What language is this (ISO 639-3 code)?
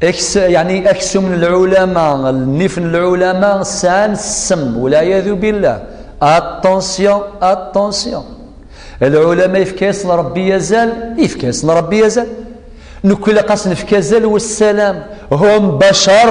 kab